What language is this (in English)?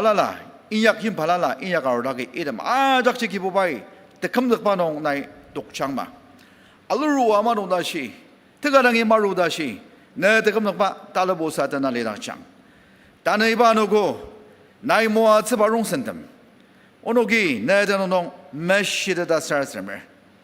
Ao Naga